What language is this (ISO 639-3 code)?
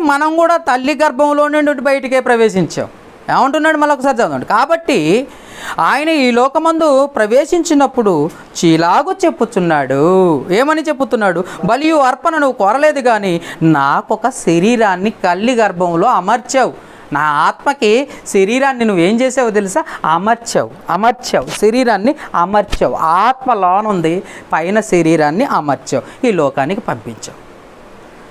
tel